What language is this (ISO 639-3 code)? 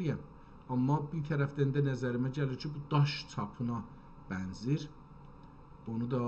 azb